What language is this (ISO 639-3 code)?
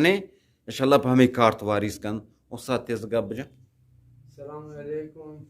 bgp